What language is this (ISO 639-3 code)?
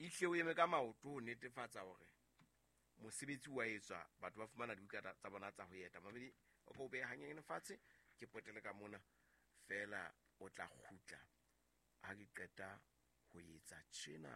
sot